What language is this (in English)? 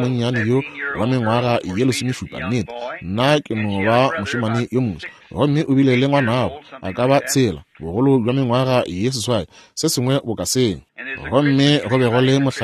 Northern Sotho